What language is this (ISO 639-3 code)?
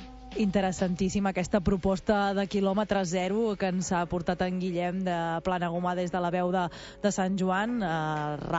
cat